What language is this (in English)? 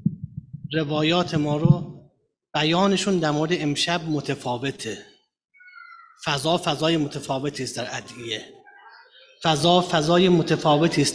Persian